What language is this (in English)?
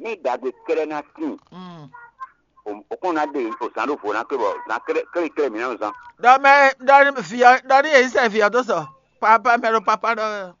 Fon